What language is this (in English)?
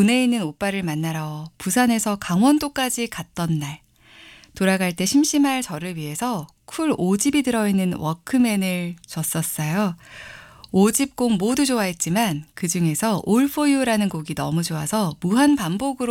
Korean